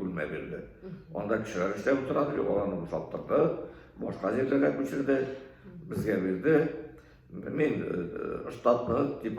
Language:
Tatar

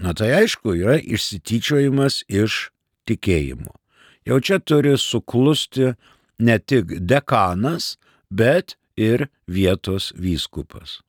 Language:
Lithuanian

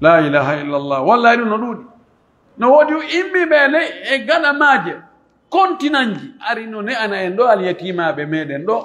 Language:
Pular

